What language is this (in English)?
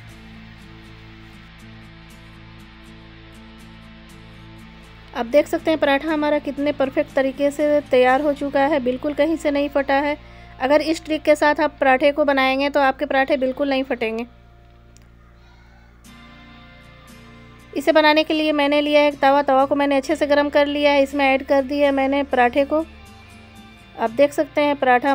Hindi